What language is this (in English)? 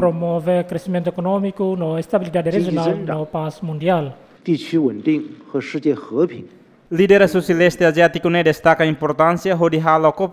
Tetum